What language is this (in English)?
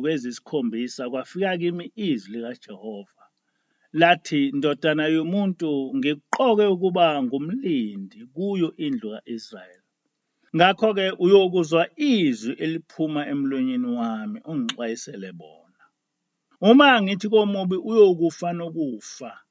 Zulu